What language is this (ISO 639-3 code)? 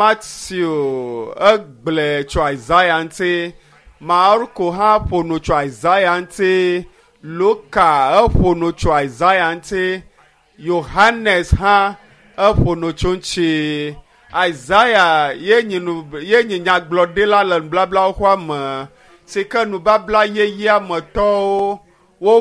ewe